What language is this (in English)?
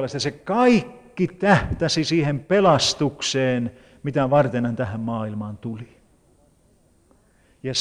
Finnish